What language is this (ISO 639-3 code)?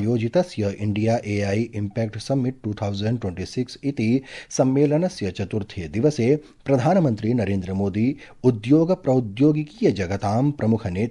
san